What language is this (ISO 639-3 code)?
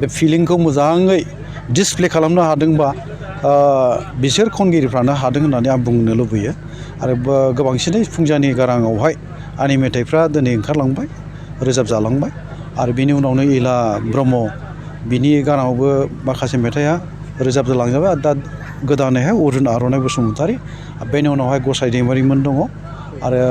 brx